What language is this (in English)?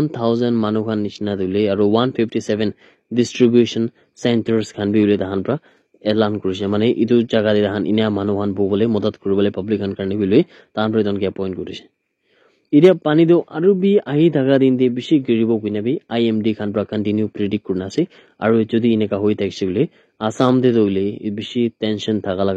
Naga Pidgin